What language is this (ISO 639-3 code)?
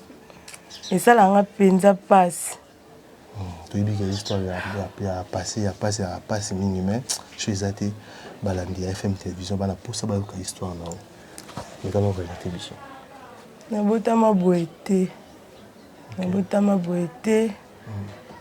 lin